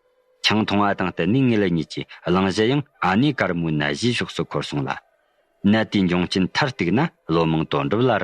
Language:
Tibetan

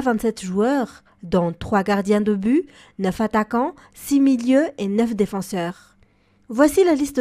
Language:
French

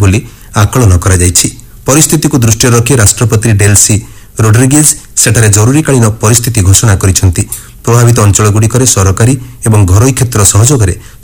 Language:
Odia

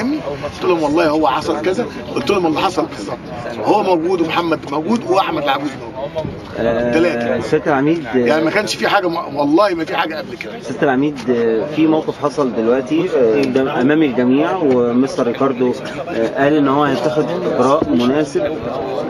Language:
Egyptian Arabic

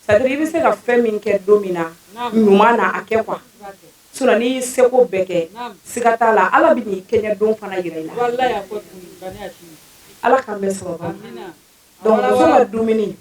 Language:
Bambara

